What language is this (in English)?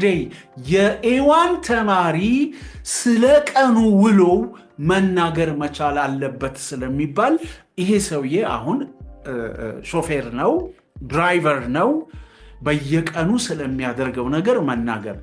Amharic